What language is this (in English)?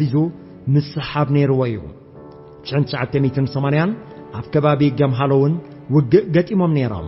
Tigrinya